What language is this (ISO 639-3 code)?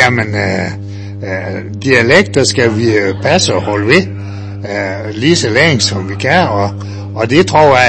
dan